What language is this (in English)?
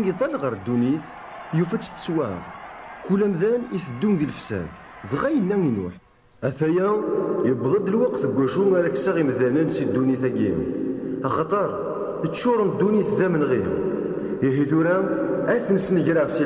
Kabyle